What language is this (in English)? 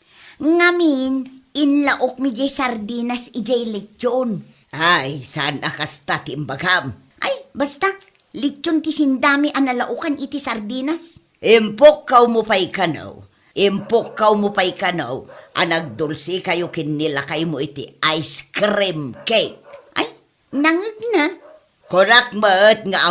Iloko